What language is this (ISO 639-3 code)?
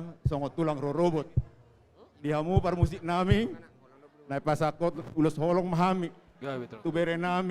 bbc